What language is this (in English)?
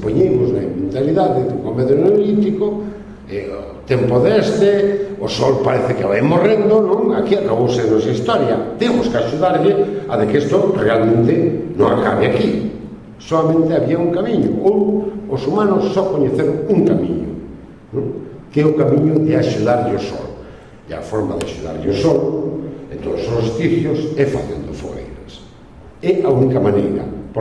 Galician